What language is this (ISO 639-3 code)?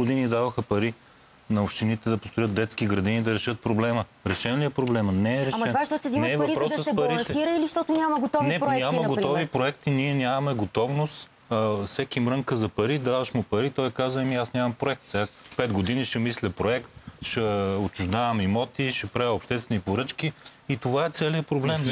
bul